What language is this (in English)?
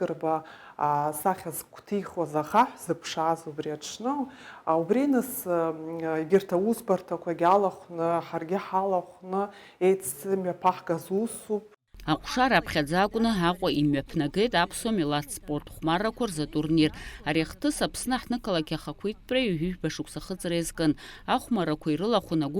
Abkhazian